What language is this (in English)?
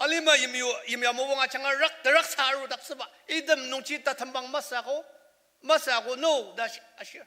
Ao Naga